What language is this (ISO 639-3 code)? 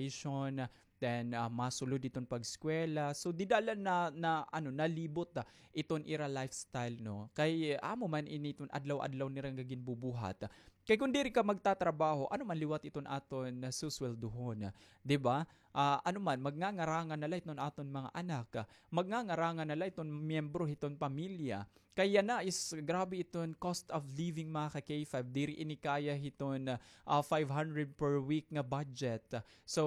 war